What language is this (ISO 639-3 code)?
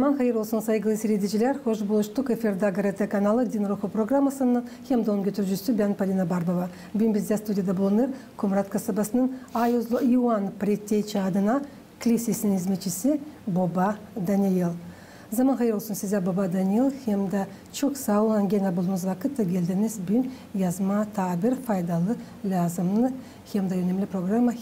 gag